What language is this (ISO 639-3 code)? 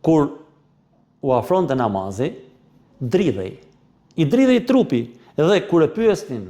sqi